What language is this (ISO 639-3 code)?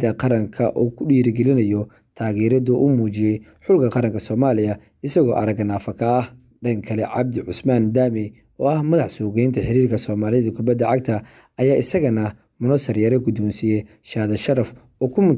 som